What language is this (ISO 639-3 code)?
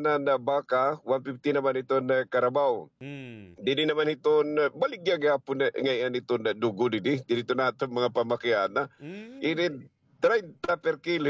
war